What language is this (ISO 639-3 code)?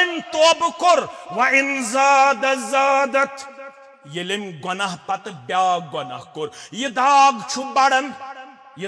kas